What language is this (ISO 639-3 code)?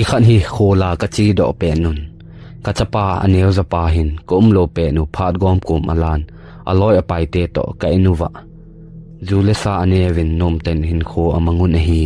tcz